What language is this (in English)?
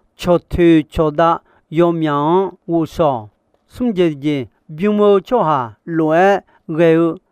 Akha